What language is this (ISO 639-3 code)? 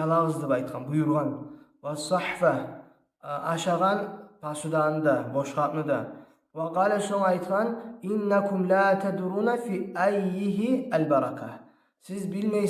kum